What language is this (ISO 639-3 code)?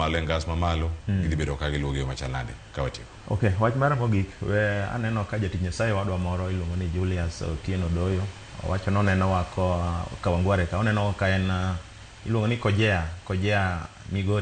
luo